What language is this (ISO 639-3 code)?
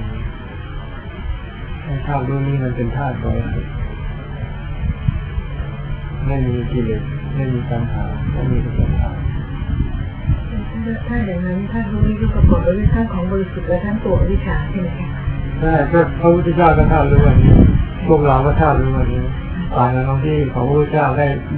tha